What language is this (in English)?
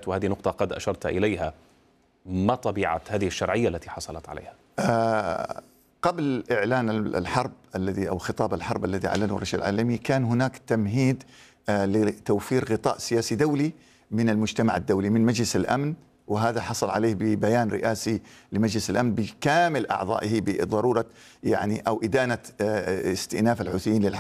Arabic